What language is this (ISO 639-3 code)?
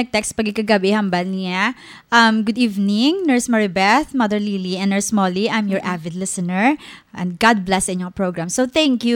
hil